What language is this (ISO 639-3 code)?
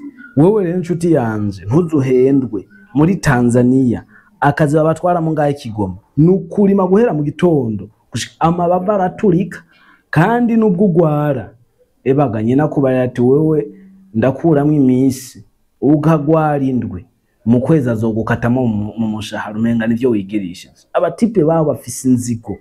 run